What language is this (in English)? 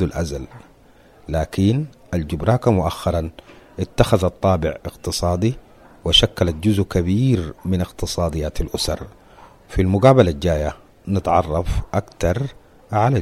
Sudanese Arabic